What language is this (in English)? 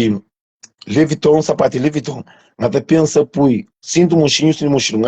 Kabuverdianu